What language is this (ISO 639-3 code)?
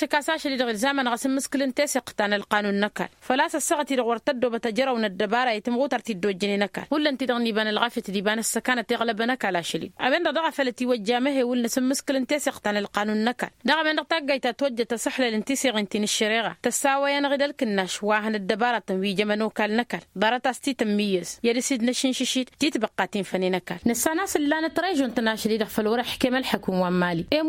taq